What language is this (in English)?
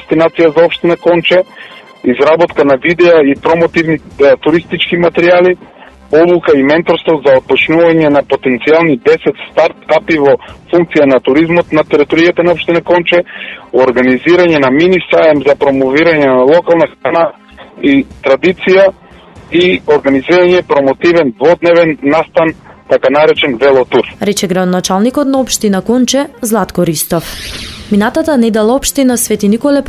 Macedonian